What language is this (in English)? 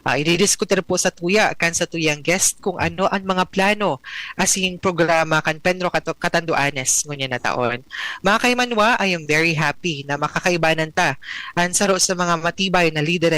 Bikol